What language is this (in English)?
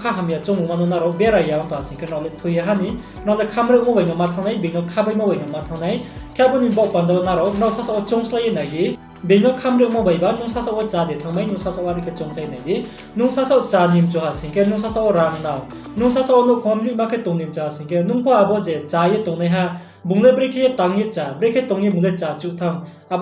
Riang (India)